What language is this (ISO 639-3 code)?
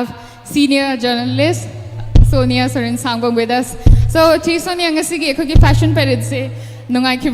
mni